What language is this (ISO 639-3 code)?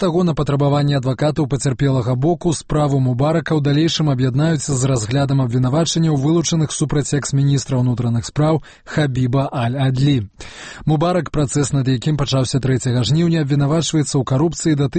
bel